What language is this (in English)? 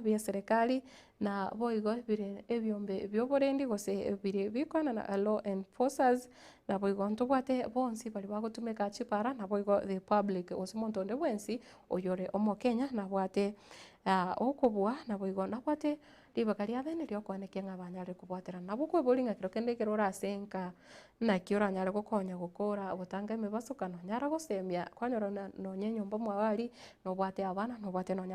Gusii